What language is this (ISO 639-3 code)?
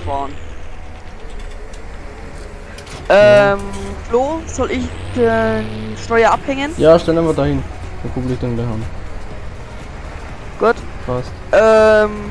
deu